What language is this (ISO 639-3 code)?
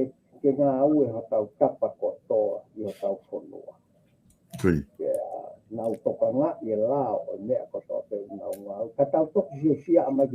ton